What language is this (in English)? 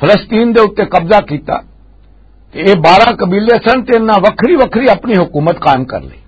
Western Panjabi